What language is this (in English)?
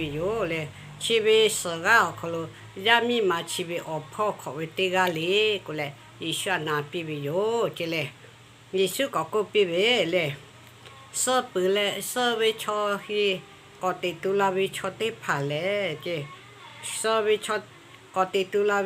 Lahu